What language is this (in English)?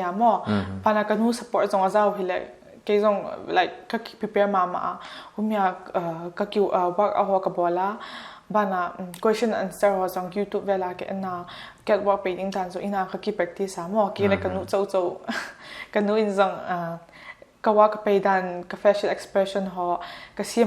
Paite Chin